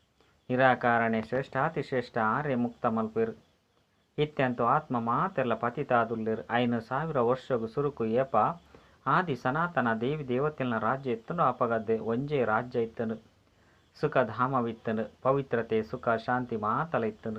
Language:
Tulu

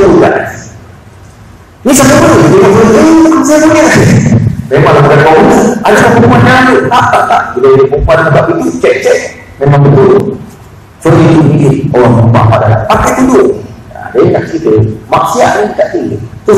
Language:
Malay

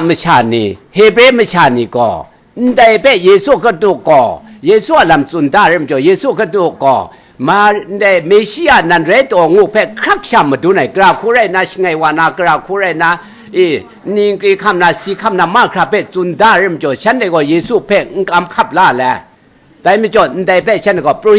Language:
Kachin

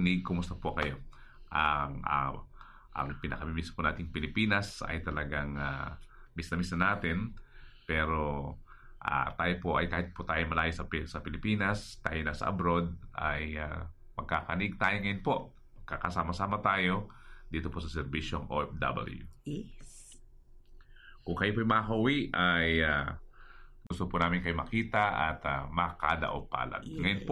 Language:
Filipino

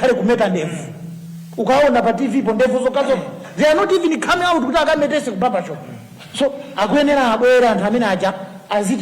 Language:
Nyanja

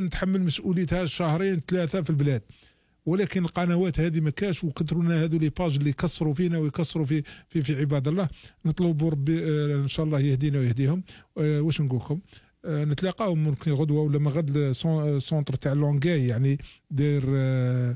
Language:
Algerian Arabic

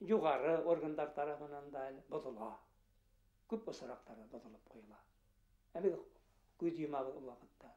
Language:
Bashkir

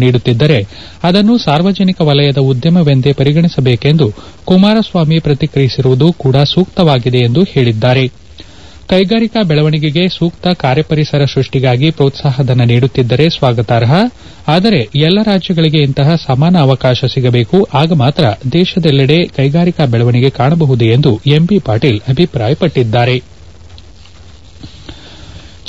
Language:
Kannada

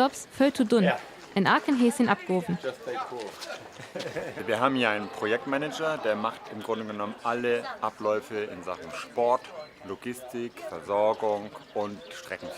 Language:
Northern Frisian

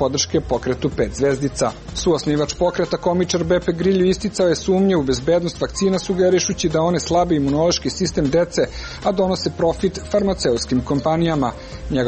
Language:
Serbian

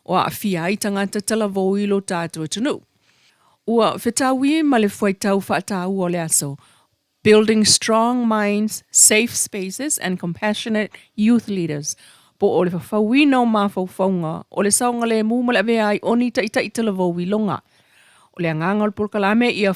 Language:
Samoan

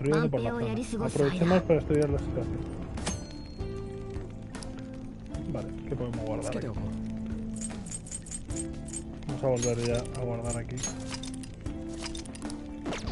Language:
Spanish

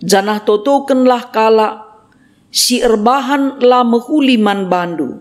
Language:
Batak Karo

